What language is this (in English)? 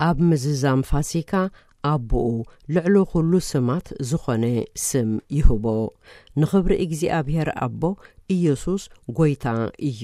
Tigrinya